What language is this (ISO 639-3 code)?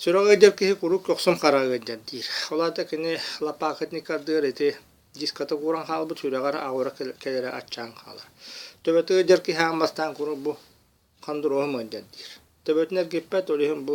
sah